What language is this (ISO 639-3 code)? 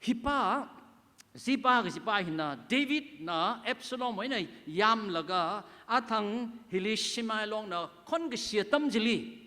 nmf